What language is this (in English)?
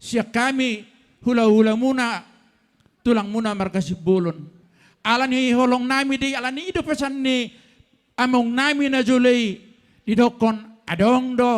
Batak Toba